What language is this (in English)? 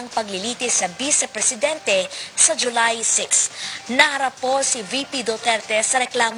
Filipino